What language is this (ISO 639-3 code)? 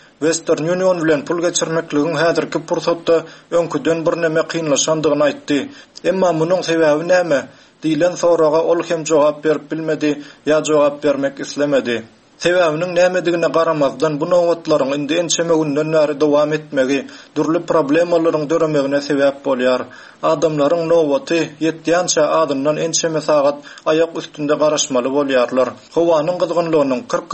tuk